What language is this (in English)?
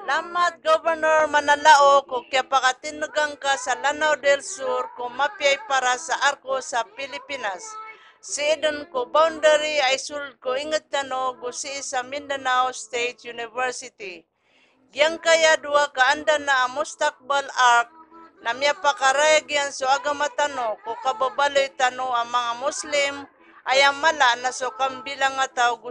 Maranao